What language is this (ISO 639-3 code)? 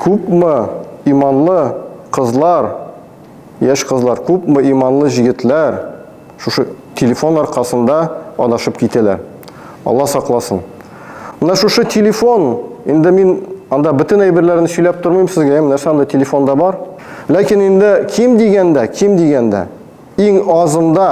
tat